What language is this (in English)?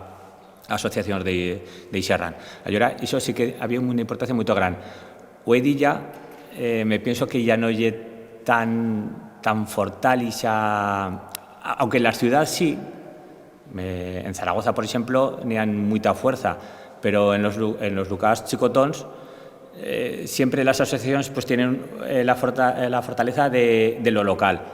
Aragonese